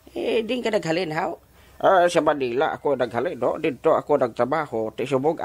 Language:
Hiligaynon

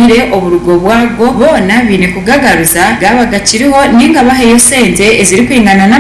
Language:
Nyankole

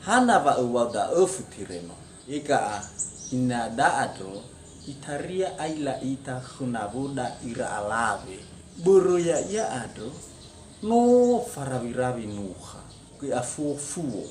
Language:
Nias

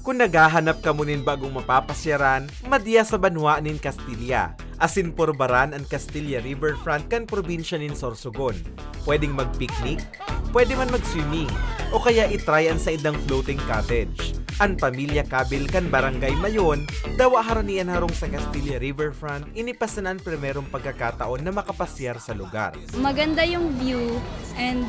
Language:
Bikol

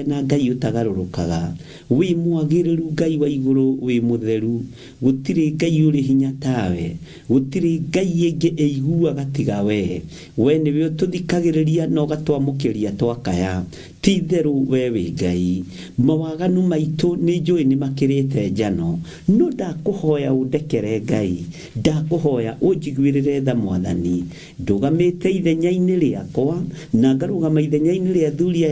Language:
Kikuyu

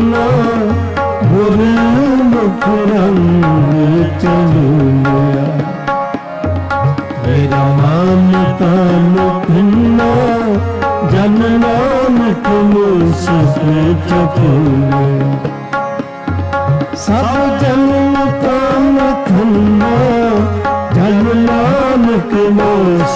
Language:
Punjabi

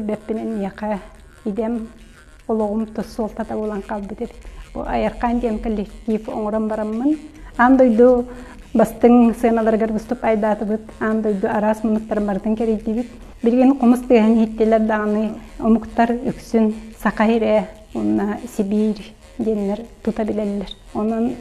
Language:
Yakut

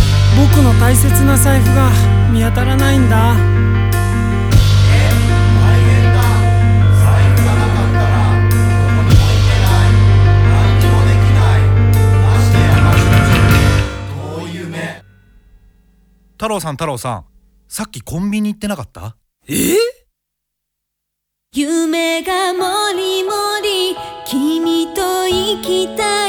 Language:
Japanese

